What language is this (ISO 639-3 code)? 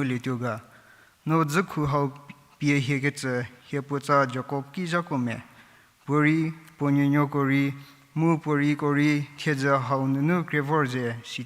njm